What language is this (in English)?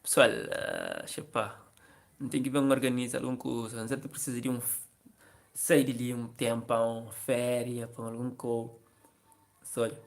Kabuverdianu